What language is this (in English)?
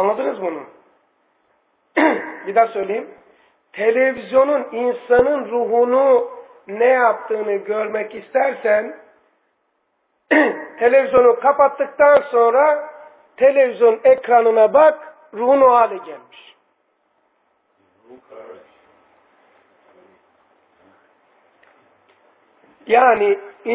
Turkish